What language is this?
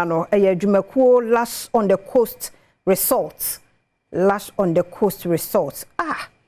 Akan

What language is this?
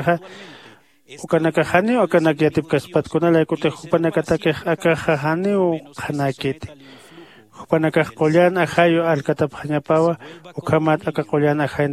Aymara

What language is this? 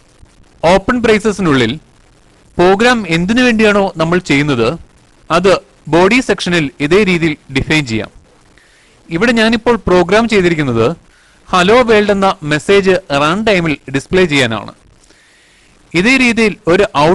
Malayalam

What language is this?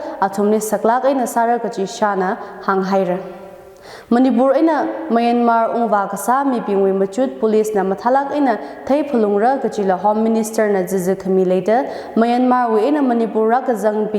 Tangkhul Naga (India)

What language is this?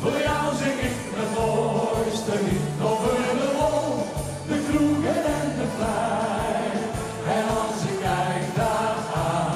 Limburgish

